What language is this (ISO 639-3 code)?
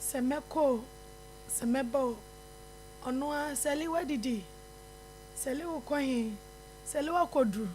aka